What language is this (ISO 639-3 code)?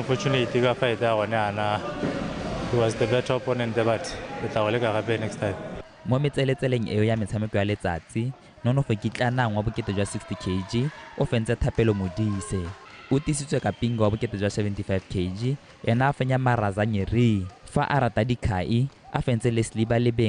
tsn